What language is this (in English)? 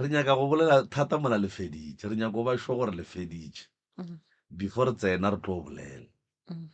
Northern Sotho